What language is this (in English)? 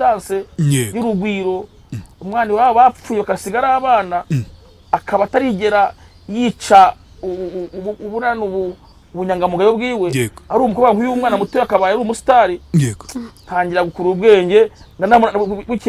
Kinyarwanda